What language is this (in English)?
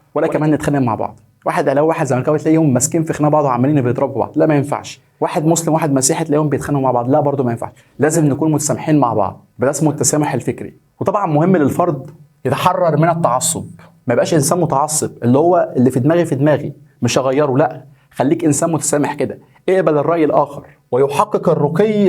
Egyptian Arabic